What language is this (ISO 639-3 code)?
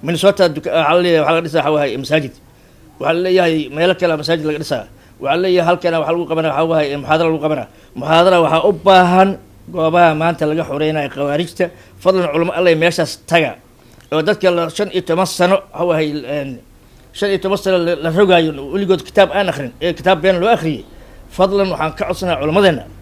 som